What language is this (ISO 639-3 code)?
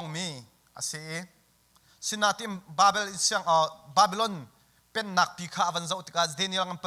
cnh